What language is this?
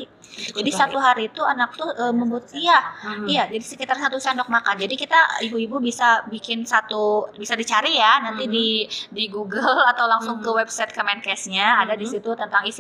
Indonesian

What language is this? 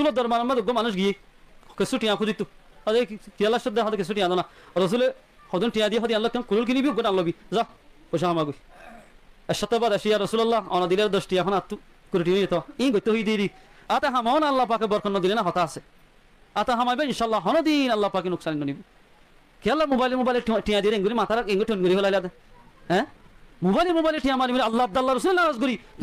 Rohingya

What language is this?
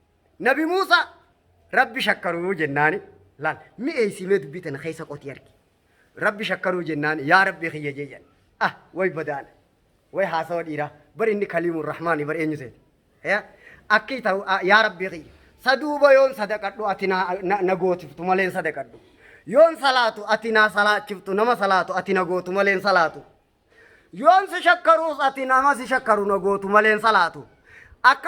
Oromo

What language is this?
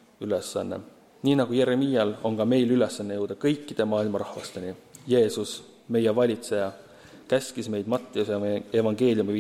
Estonian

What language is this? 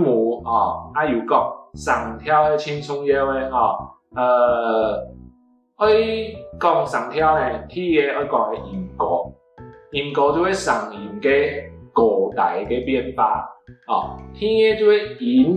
Hakka Chinese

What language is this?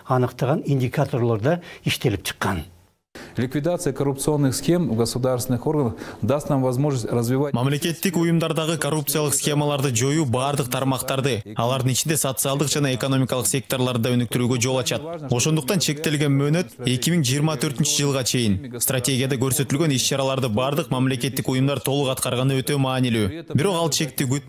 Kyrgyz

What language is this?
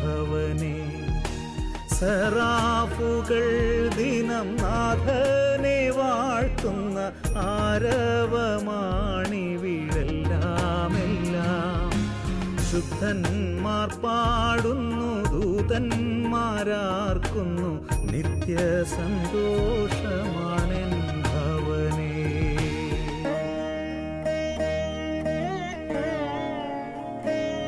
Malayalam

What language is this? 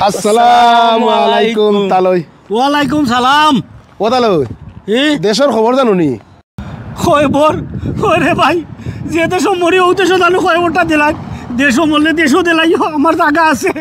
Sylheti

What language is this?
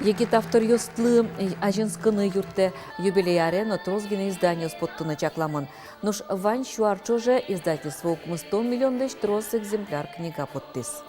Udmurt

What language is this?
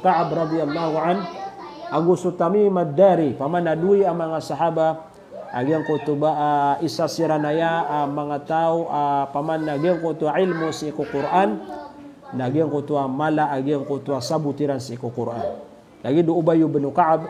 Maranao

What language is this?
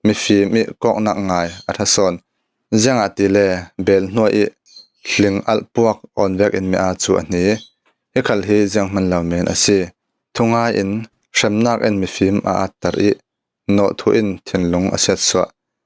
Falam Chin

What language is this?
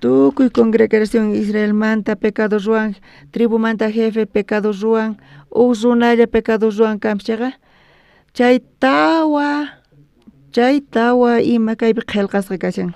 South Bolivian Quechua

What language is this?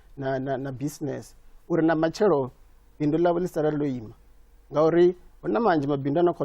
Venda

